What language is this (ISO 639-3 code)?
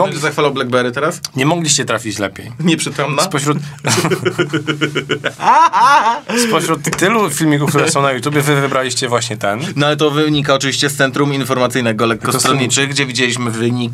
pol